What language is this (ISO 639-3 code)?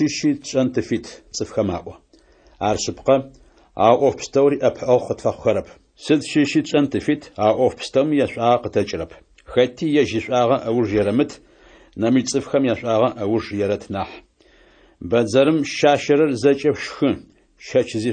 ady